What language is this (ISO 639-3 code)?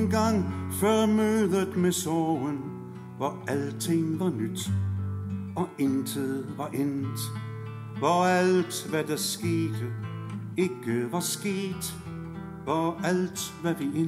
dan